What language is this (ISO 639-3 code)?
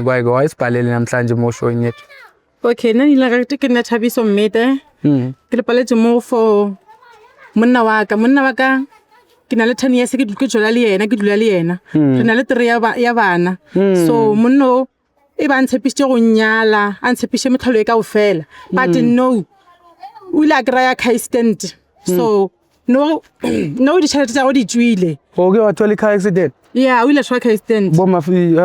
zul